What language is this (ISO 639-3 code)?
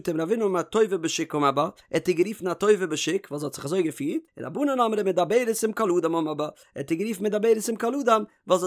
yid